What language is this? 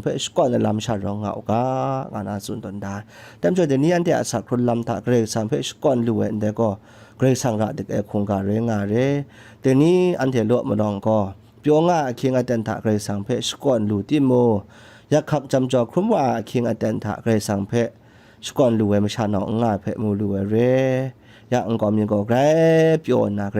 Kachin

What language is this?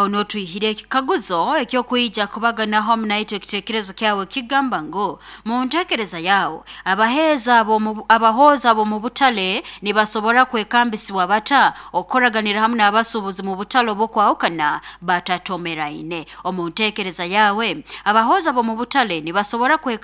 Nyoro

